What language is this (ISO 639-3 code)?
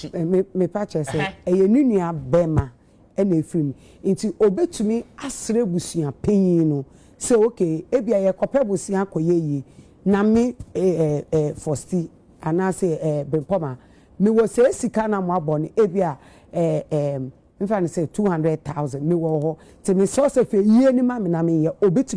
aka